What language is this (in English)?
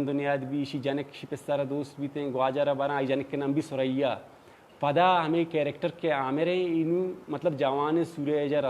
Baluchi